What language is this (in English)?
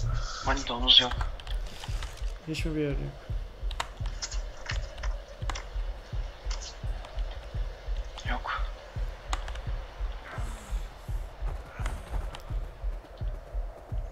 Turkish